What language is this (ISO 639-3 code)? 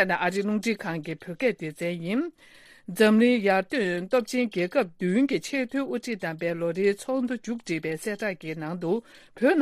bod